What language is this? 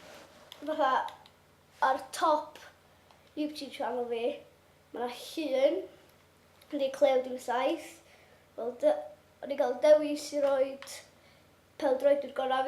Welsh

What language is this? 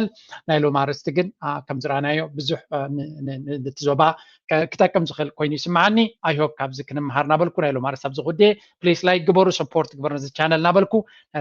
Tigrinya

